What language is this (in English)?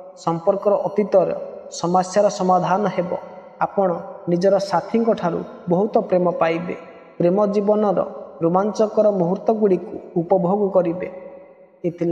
Odia